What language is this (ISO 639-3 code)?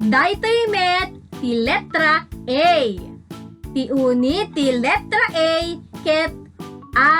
ilo